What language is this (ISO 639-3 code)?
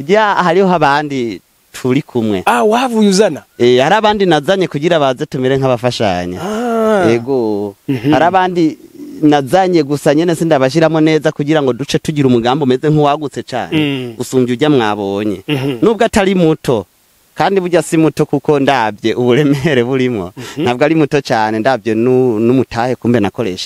run